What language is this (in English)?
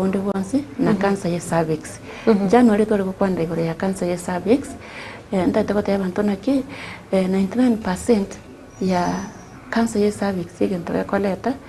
Gusii